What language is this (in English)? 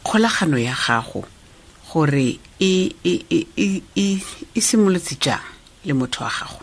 Tswana